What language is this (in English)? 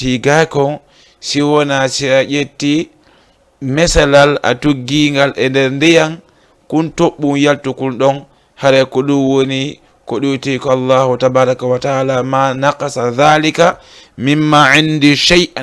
Fula